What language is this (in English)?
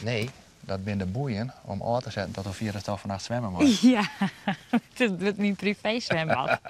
Western Frisian